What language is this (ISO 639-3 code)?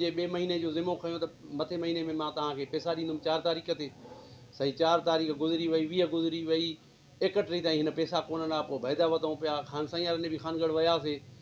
snd